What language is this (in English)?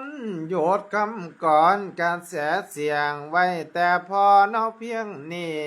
Northeastern Thai